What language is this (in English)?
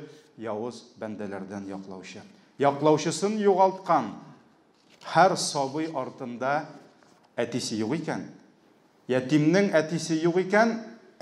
Tatar